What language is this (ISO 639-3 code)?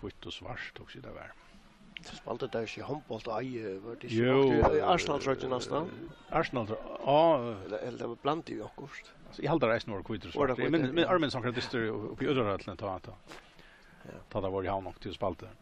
fao